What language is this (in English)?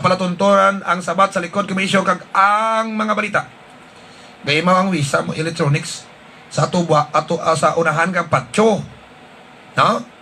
Hiligaynon